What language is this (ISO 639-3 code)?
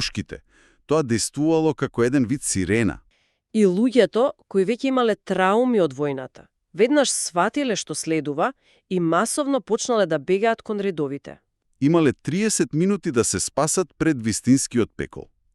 mkd